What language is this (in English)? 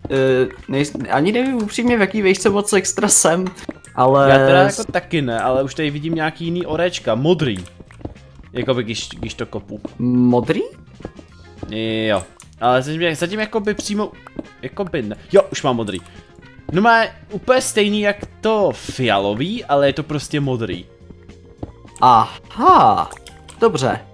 Czech